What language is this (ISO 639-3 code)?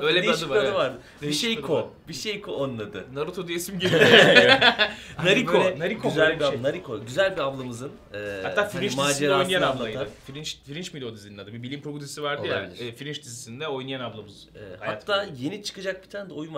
tur